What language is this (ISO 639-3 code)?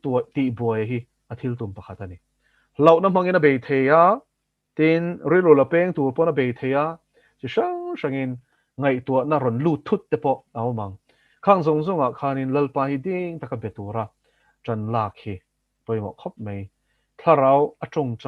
lus